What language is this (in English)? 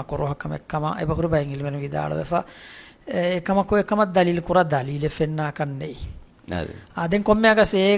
Divehi